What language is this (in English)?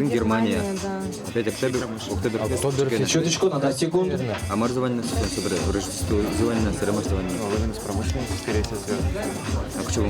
Udmurt